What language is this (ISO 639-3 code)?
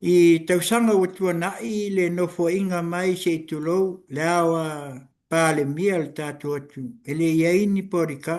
smo